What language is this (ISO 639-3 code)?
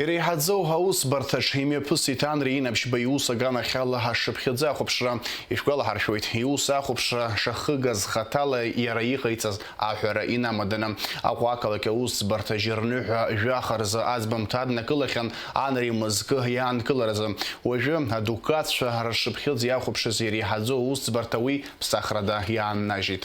abk